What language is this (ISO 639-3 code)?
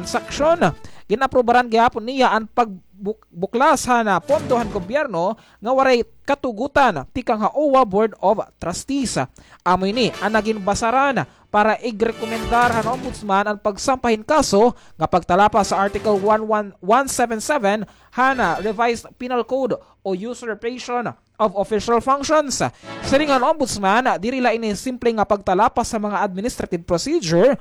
war